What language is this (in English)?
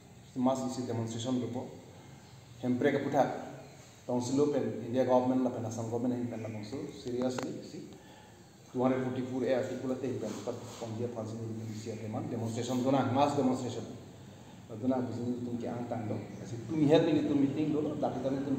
Karbi